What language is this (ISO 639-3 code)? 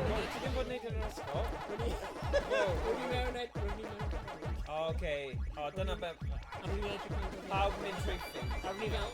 cym